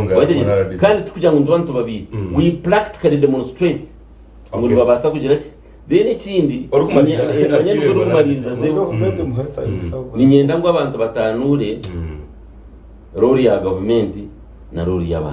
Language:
Nyankole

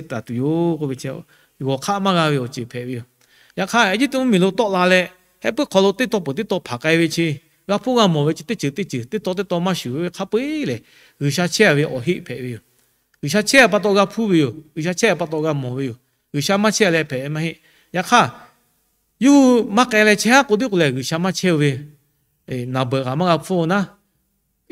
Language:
Lahu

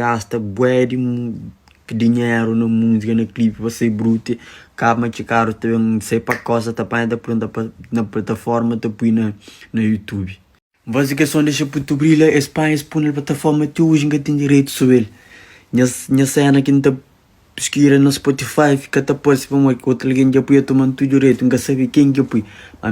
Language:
Kabuverdianu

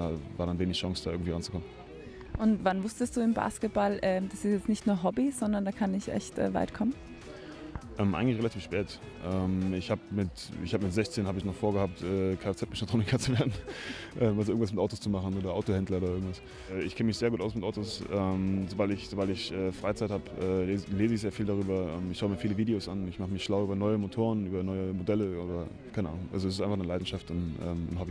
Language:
German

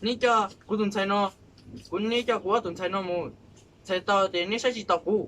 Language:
Hmong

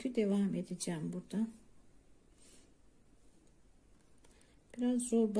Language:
Turkish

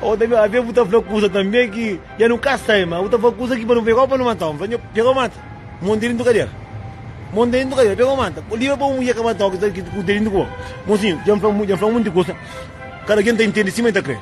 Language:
Kabuverdianu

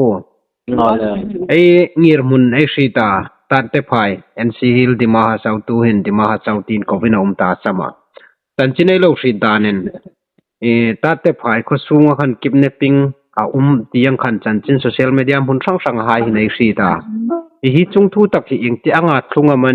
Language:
Hmar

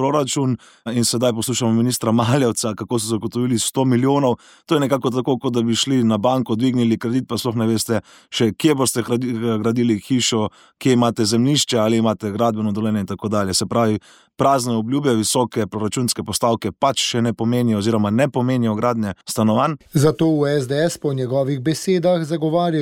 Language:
Slovenian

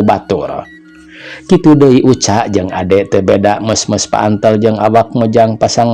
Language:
Sundanese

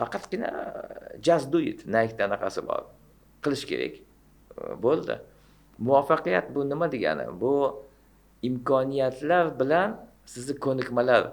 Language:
Uzbek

